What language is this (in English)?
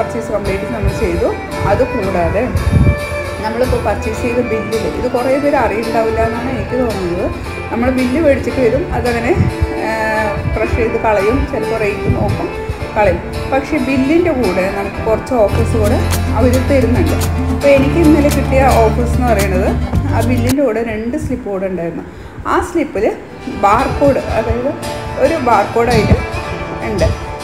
Malayalam